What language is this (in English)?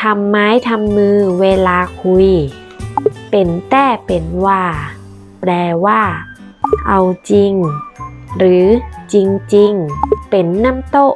Northern Thai